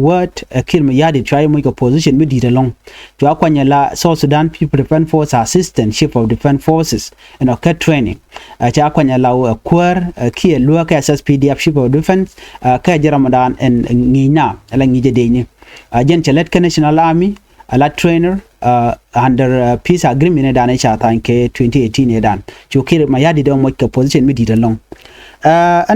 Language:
Nuer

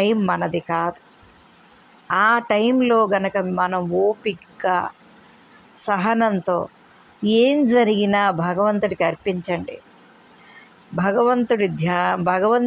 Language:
Telugu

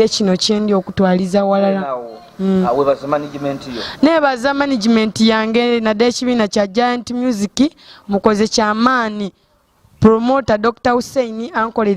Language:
Soga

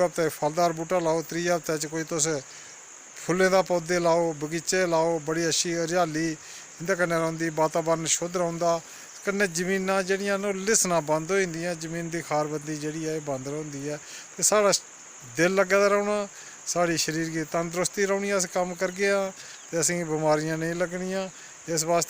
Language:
Dogri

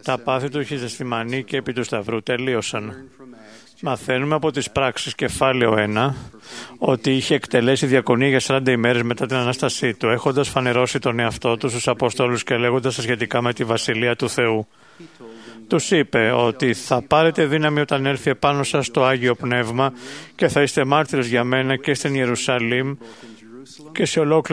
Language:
Greek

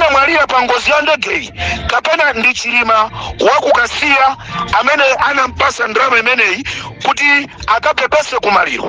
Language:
Nyanja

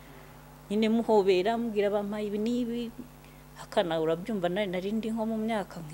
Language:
Kinyarwanda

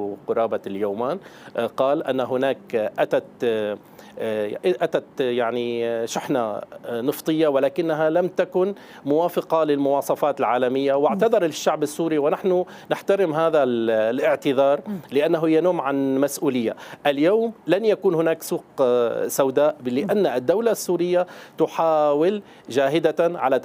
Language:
Arabic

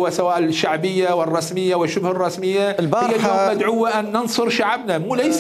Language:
Mesopotamian Arabic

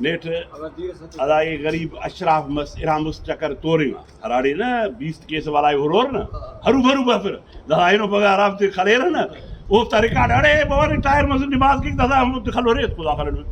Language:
Brahui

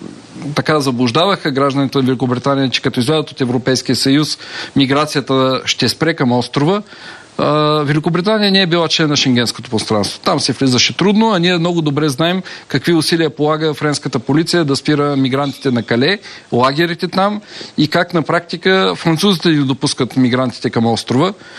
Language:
Bulgarian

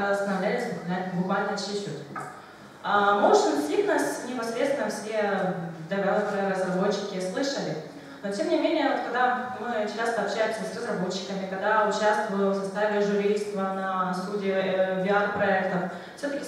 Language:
Russian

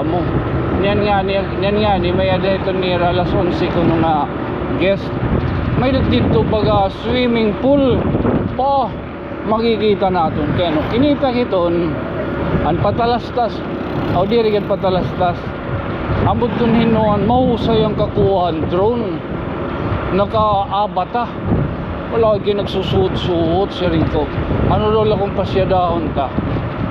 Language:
Waray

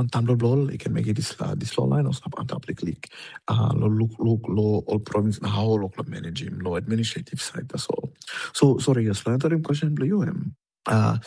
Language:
Tok Pisin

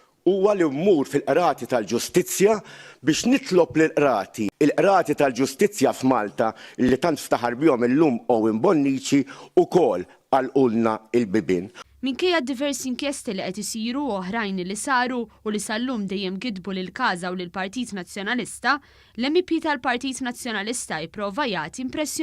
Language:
Maltese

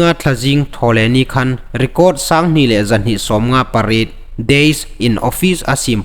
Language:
Hmar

